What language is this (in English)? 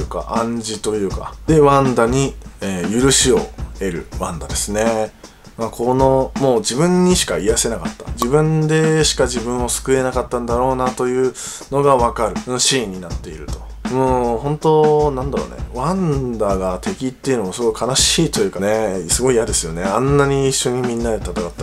Japanese